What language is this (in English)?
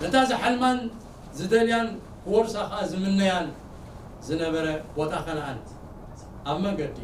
Tigrinya